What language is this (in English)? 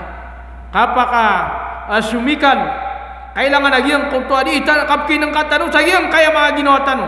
Maranao